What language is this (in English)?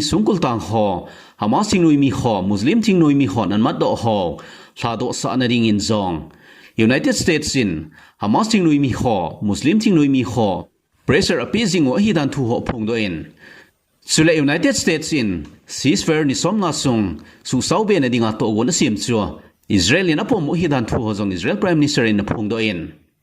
Thado Chin